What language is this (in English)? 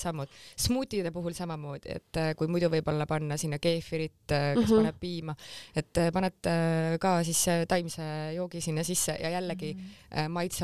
Estonian